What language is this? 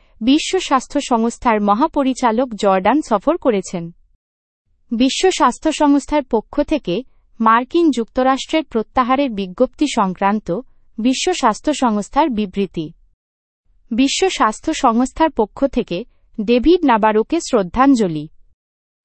Bangla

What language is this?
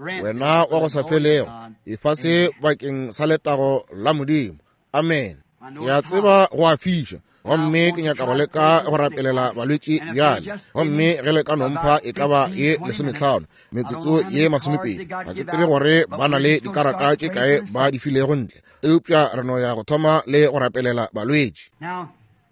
Northern Sotho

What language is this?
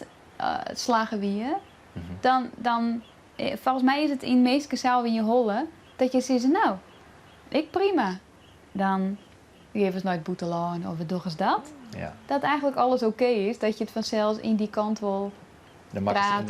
Western Frisian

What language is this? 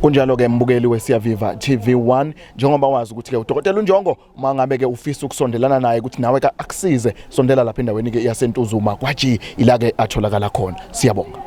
Zulu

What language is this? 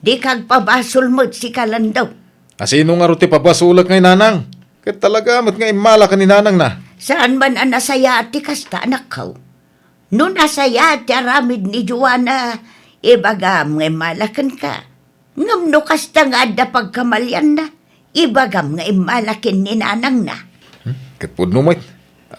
Iloko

